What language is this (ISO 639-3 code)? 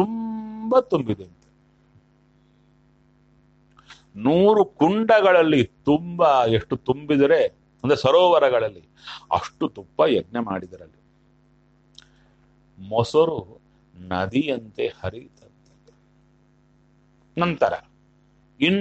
kan